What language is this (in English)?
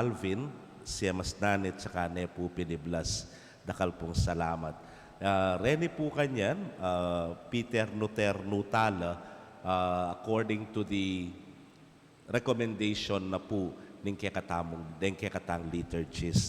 Pampanga